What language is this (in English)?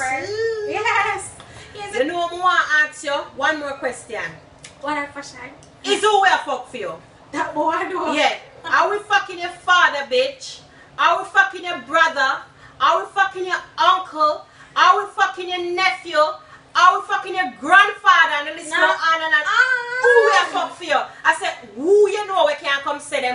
Jamaican Creole English